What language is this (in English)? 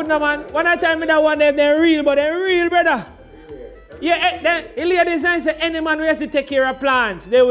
Jamaican Creole English